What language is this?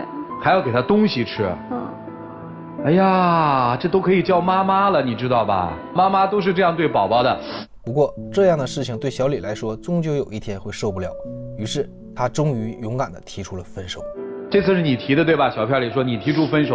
Chinese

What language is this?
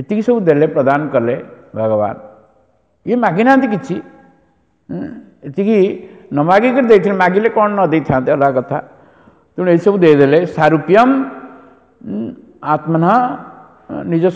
Odia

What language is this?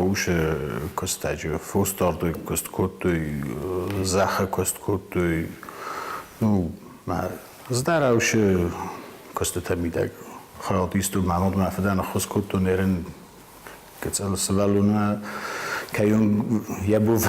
Ossetic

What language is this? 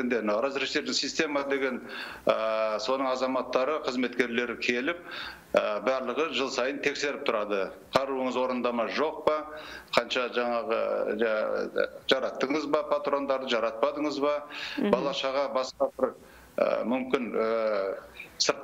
Kazakh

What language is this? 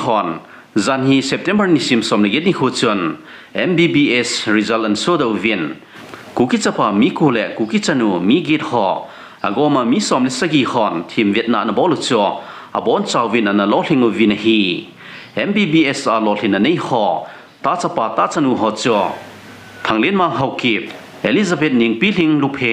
Thado Chin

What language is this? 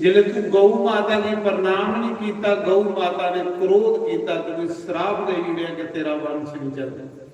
Dogri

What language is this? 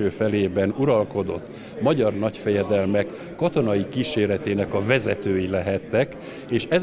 Hungarian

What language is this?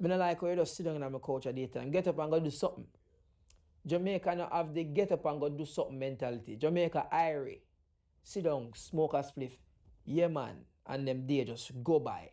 Jamaican Creole English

